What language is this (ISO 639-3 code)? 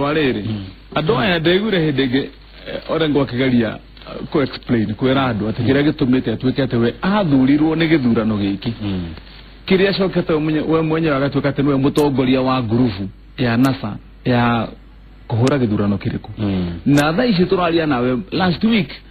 kik